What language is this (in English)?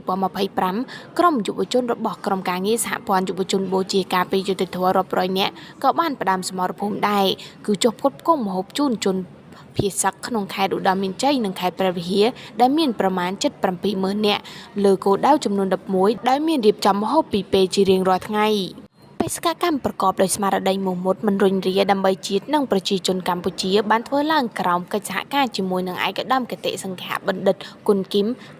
Khmer